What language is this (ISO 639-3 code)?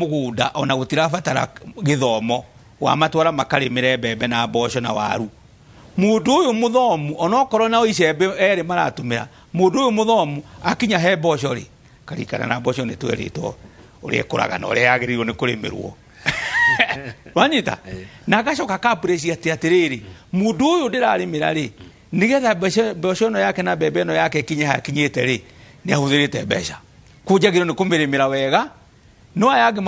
kik